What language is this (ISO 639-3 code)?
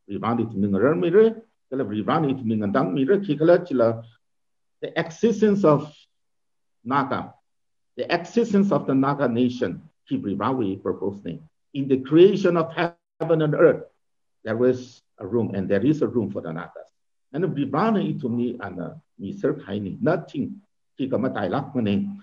nmf